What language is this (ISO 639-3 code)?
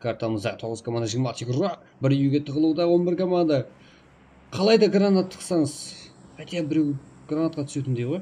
kaa